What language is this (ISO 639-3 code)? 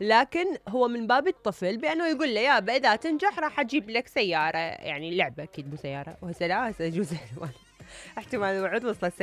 acm